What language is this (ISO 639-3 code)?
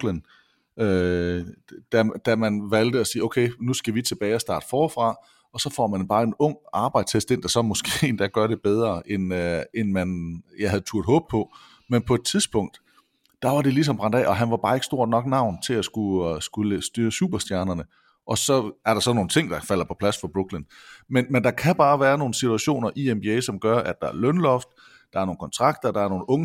dan